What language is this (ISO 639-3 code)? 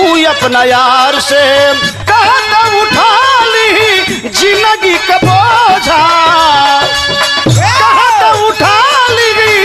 bho